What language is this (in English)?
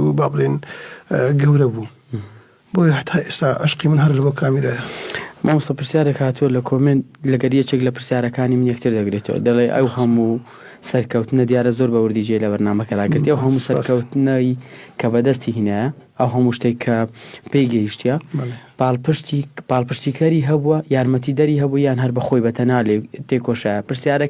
Central Kurdish